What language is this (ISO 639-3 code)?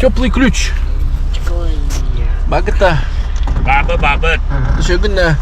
sah